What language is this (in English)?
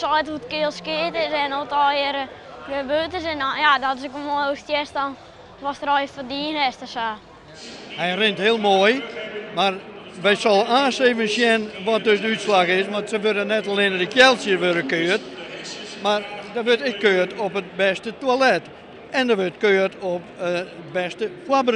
Western Frisian